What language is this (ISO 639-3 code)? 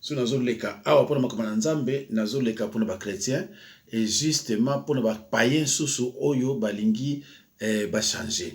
lin